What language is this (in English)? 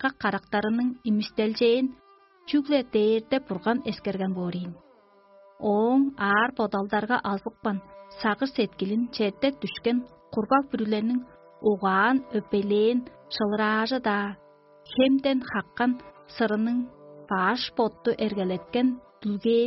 Tuvinian